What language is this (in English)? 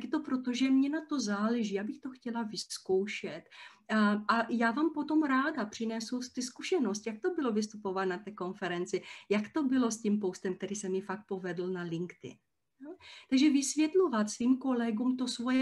Czech